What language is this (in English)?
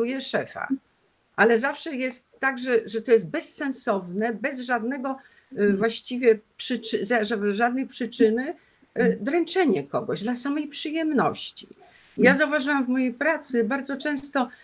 Polish